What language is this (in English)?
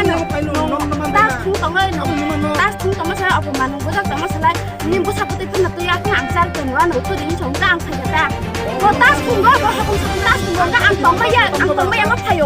Kok Borok